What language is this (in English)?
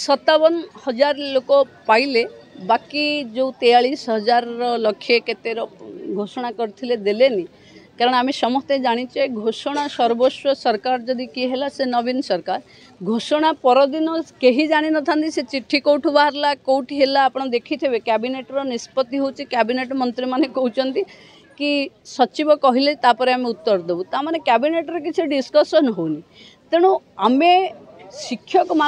Odia